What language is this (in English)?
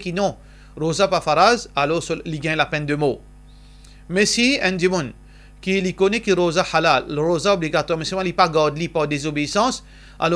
Morisyen